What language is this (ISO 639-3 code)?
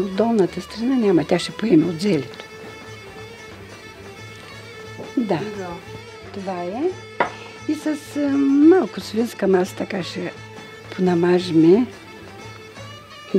bul